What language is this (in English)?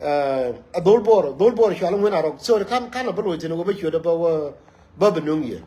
Nuer